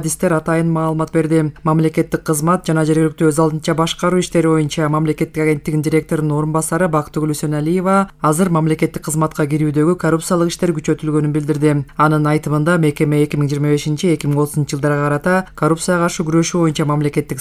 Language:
Kyrgyz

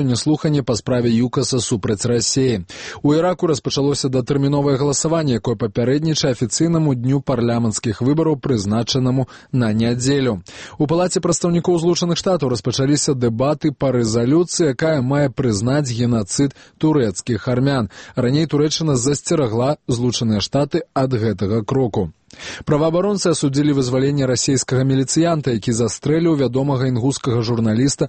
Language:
Belarusian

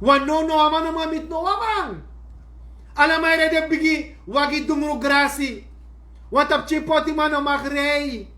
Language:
Sranan Tongo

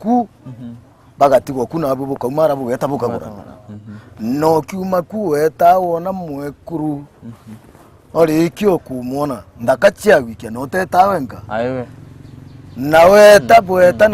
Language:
Meru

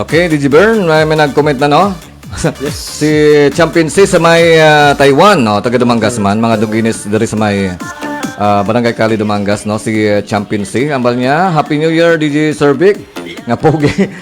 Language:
Hiligaynon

